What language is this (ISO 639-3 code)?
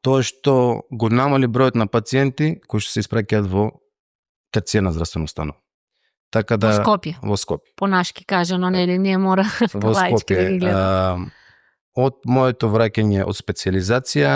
mkd